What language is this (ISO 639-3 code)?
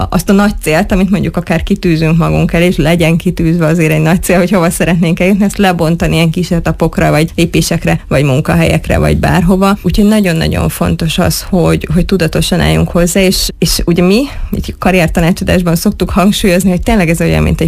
hun